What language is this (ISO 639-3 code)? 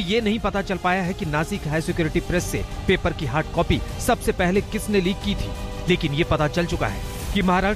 hin